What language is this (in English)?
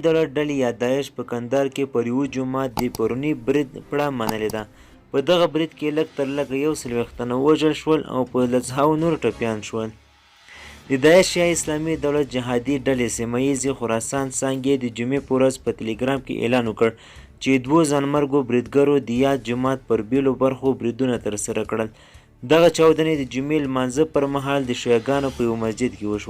Pashto